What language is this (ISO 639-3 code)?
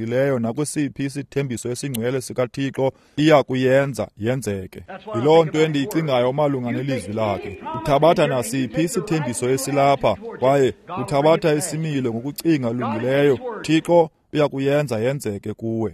xho